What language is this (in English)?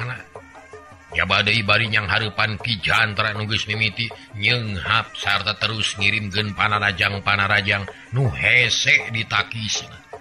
Sundanese